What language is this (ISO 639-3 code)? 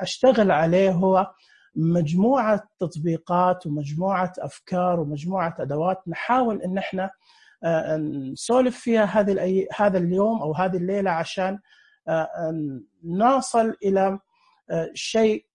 ars